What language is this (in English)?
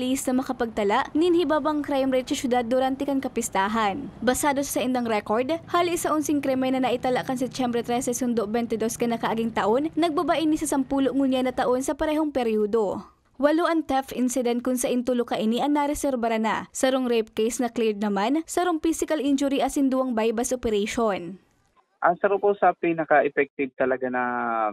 Bikol